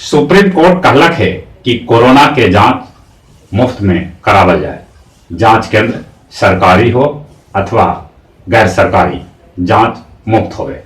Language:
Magahi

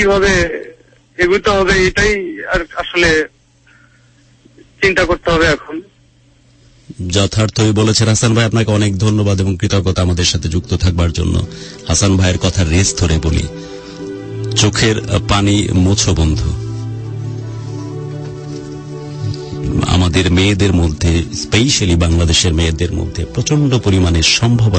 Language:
Bangla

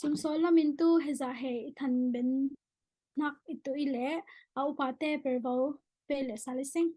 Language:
Falam Chin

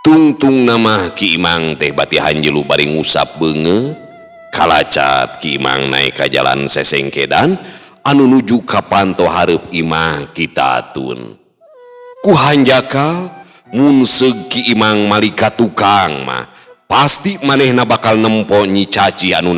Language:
Sundanese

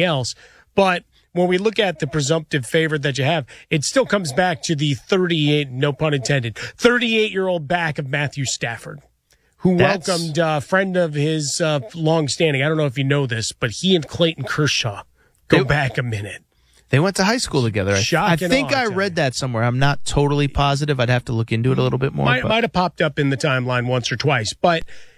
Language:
English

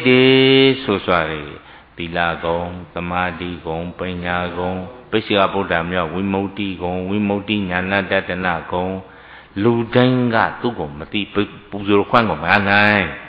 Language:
Burmese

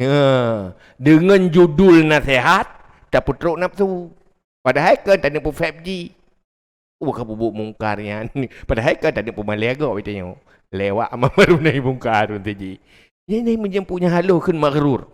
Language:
Achinese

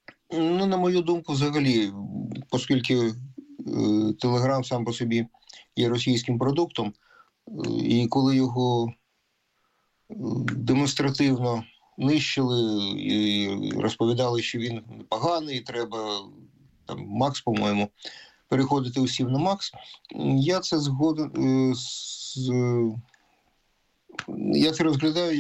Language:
Ukrainian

